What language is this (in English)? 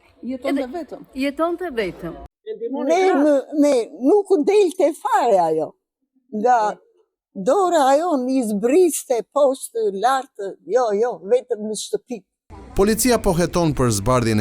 Albanian